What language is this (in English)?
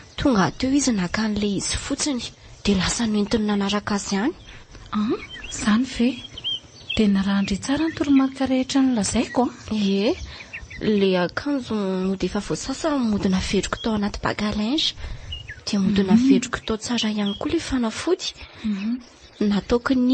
Malagasy